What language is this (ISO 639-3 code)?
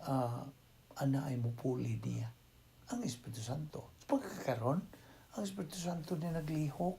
ceb